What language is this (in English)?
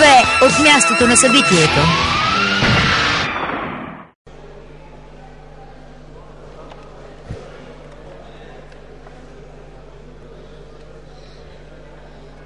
Bulgarian